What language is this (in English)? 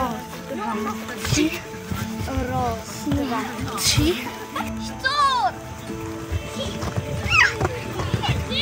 Polish